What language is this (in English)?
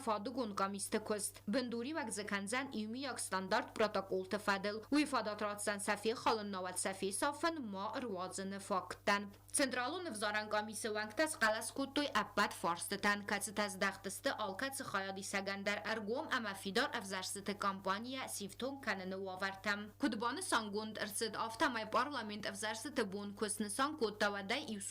Ossetic